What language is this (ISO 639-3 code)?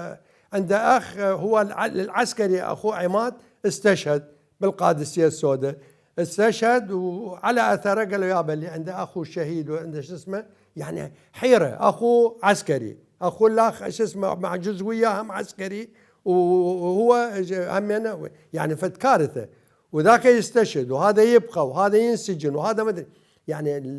acm